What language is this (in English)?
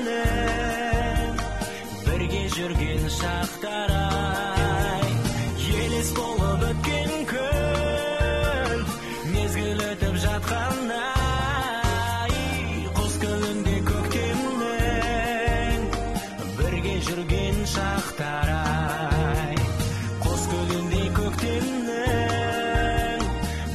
Kazakh